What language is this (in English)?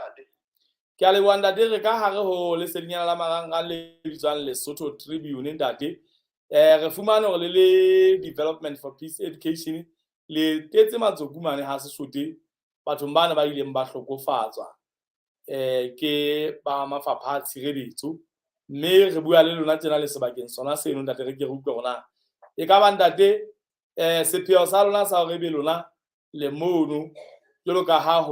Southern Sotho